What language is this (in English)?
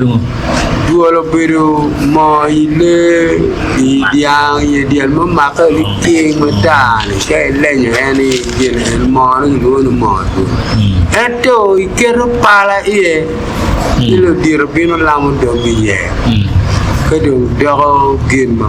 Acoli